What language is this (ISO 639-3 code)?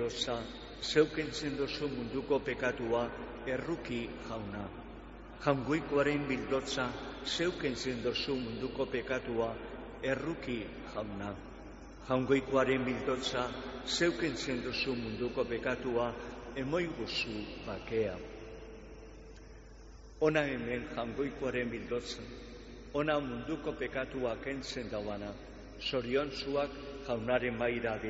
eus